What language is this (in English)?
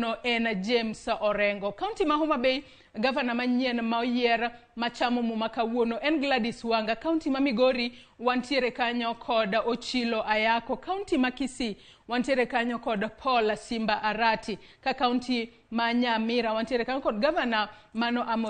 Luo (Kenya and Tanzania)